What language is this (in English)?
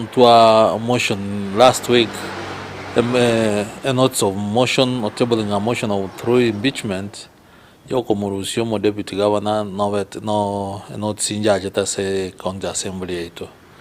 Gusii